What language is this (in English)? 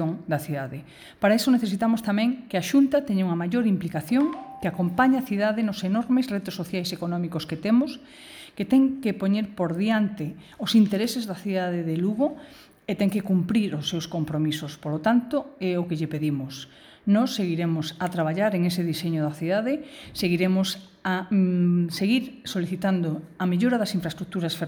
Galician